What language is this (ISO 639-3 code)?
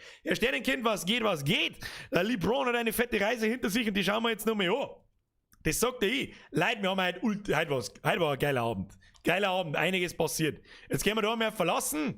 bar